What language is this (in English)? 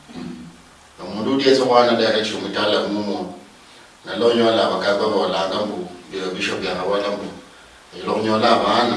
Luyia